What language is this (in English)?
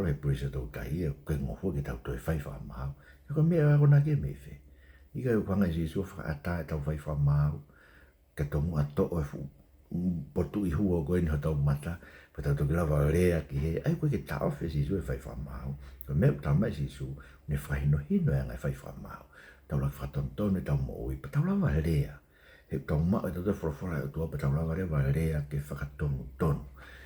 Tongan